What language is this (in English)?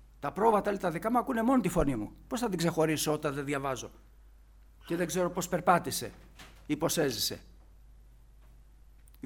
Greek